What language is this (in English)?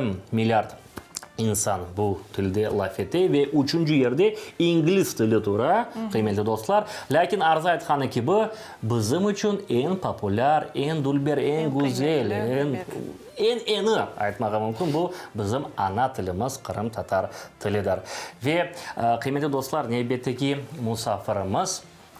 Crimean Tatar